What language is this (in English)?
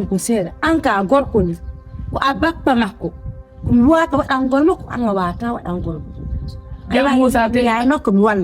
Fula